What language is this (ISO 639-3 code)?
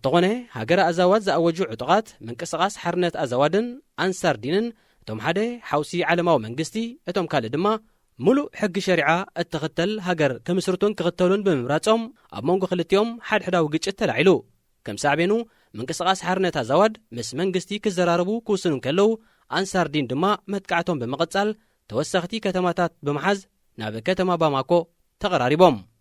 tir